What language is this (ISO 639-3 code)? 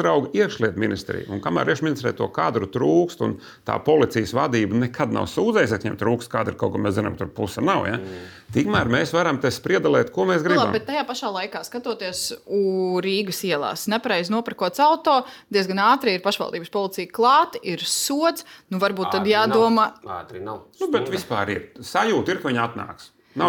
lav